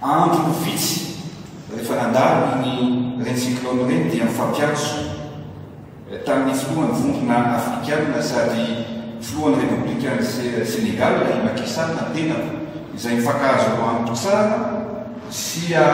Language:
Malagasy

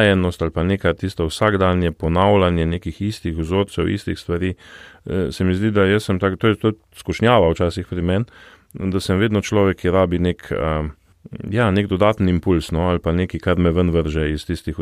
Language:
Slovenian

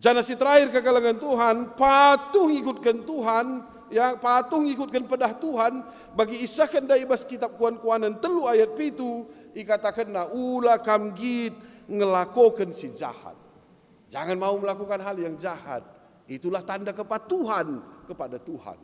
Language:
Batak Karo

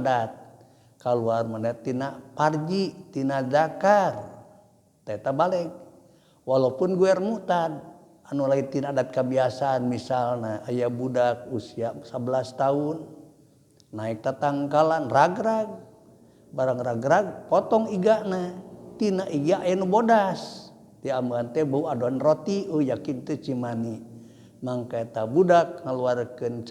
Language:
Sundanese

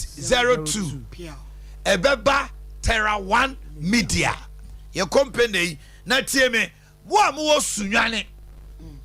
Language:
Akan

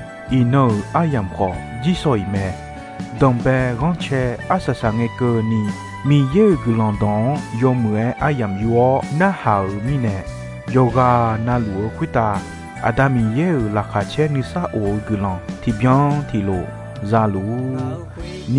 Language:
Akha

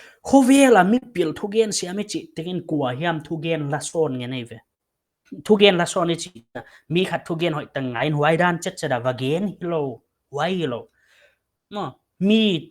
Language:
Paite Chin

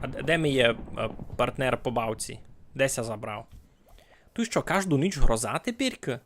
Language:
Rusyn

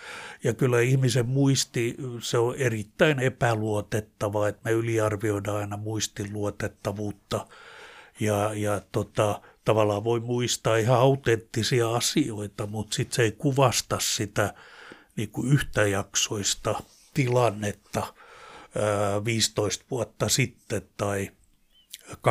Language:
Finnish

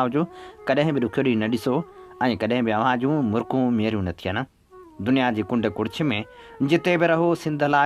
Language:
Sindhi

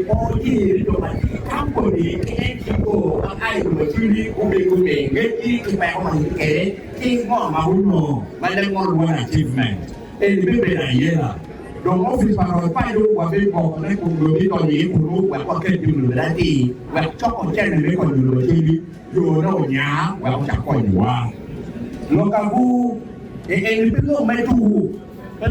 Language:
Acoli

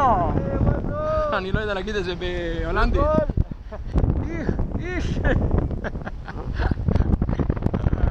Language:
Hebrew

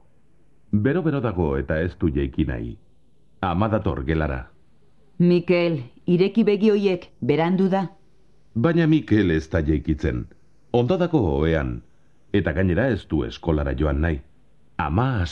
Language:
Basque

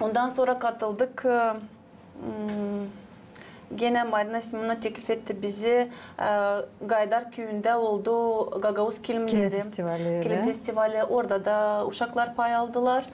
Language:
Gagauz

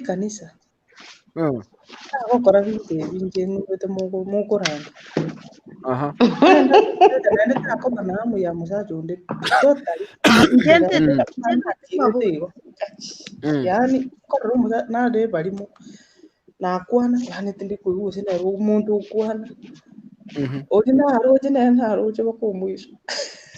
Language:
Gusii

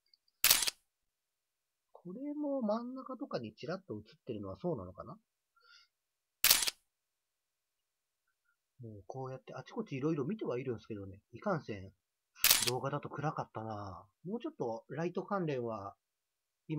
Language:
Japanese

